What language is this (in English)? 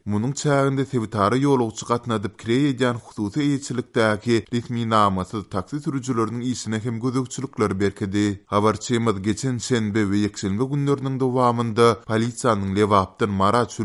Turkmen